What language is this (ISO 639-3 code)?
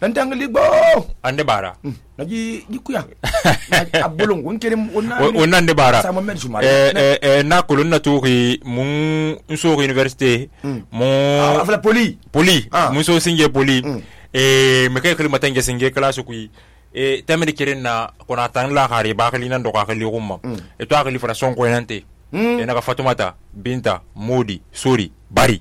sus